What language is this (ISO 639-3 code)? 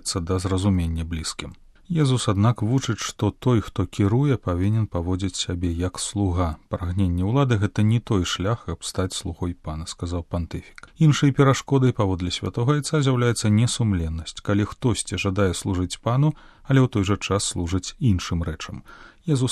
bel